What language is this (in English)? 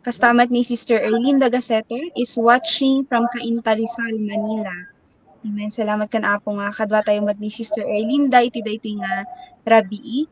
Iloko